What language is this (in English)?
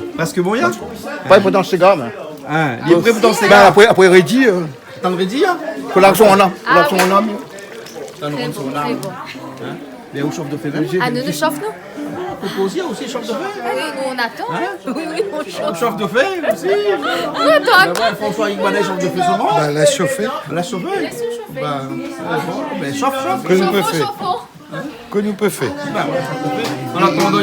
Réunion Creole French